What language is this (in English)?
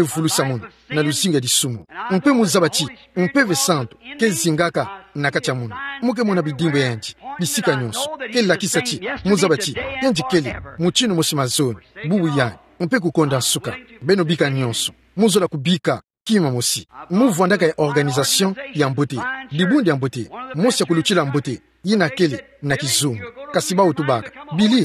Kituba (Democratic Republic of Congo)